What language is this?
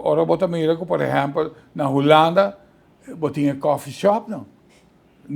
Papiamento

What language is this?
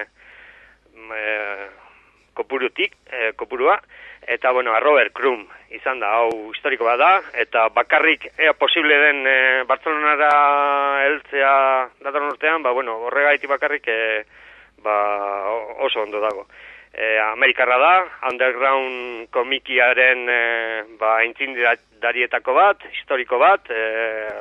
Basque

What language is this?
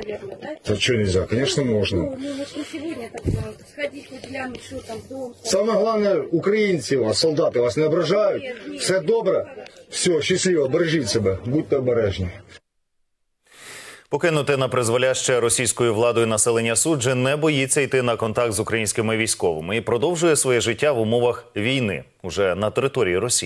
Ukrainian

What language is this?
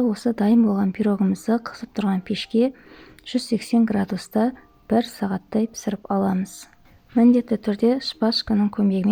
Kazakh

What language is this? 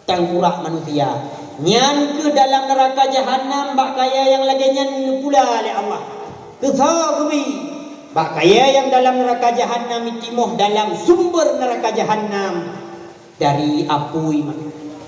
Achinese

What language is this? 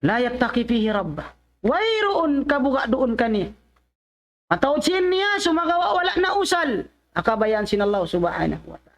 Tausug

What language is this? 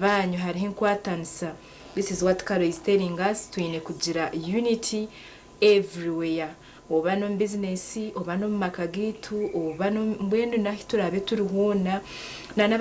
Nyankole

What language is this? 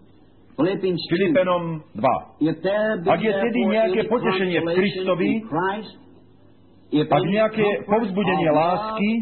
Slovak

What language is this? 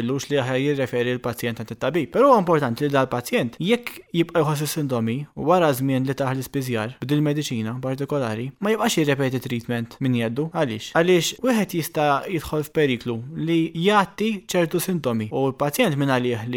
Maltese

